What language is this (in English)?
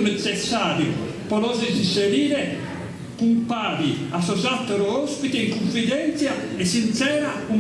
Sardinian